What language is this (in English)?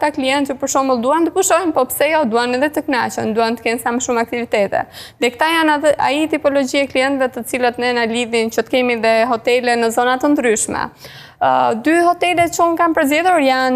Albanian